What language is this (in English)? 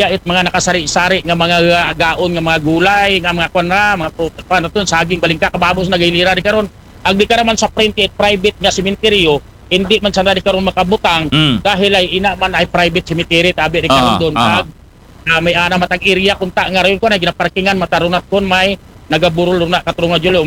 Aklanon